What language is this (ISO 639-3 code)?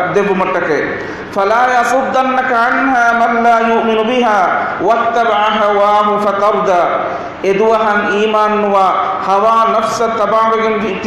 div